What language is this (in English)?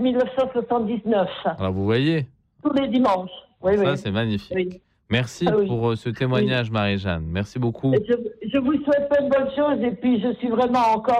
French